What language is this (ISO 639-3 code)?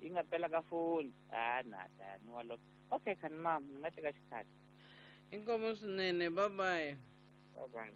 tso